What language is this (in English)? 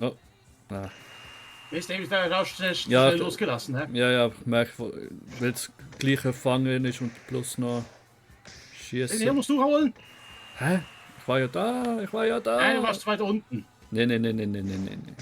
Swiss German